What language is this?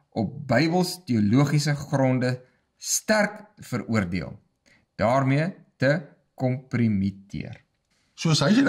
Afrikaans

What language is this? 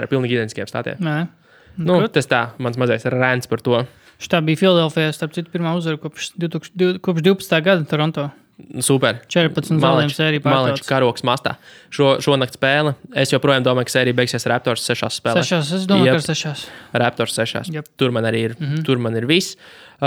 Latvian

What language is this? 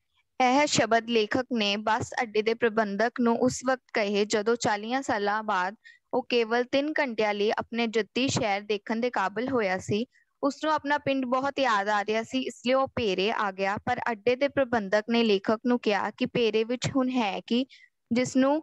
Punjabi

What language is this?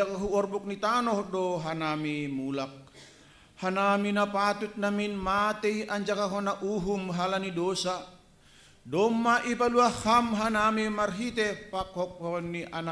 Batak Simalungun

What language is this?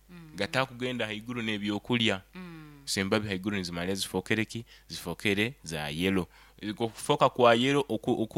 Nyoro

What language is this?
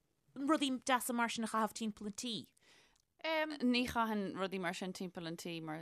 Irish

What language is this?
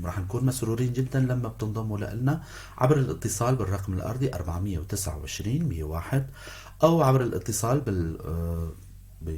North Levantine Arabic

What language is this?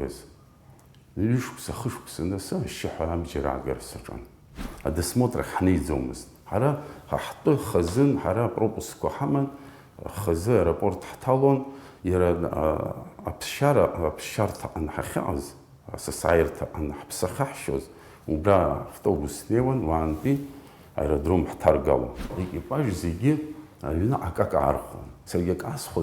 Abkhazian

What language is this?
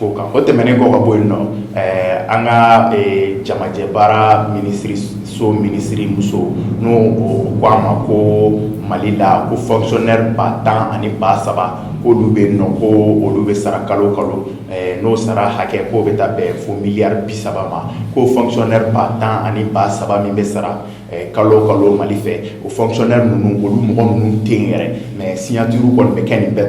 Bambara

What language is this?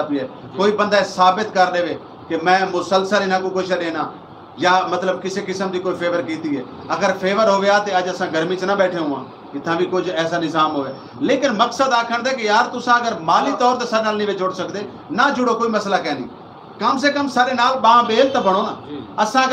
Saraiki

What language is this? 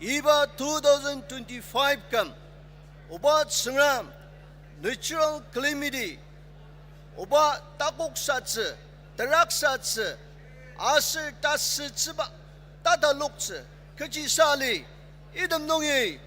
Ao Naga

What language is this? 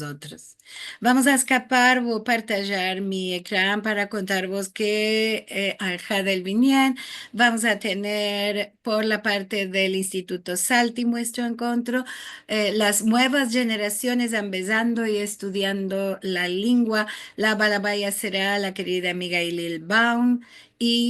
Ladino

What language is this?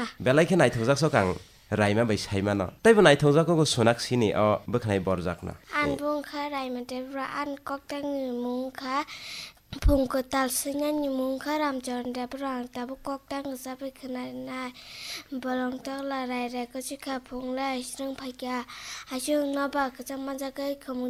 Kok Borok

